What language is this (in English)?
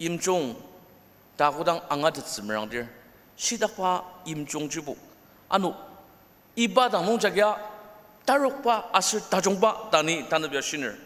Ao Naga